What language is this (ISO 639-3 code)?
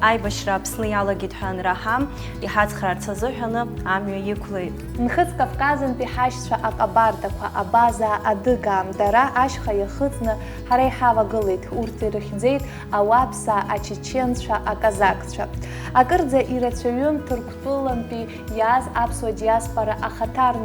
abk